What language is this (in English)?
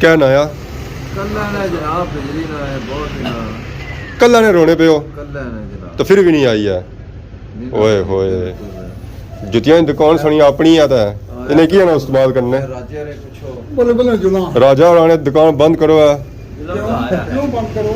Pahari-Potwari